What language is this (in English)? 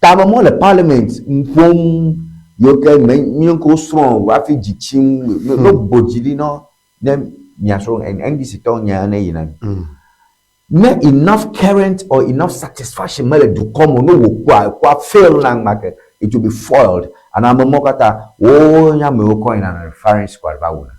Ewe